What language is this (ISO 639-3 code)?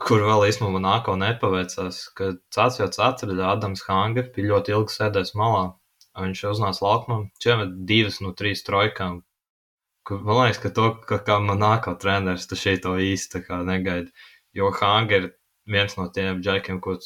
lav